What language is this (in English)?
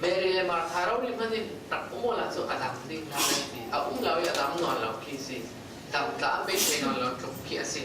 Falam Chin